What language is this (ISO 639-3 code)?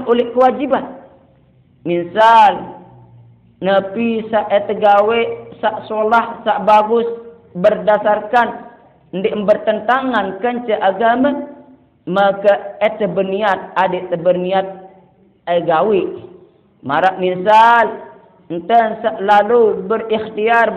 sas